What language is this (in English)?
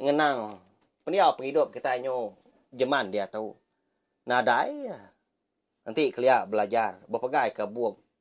Iban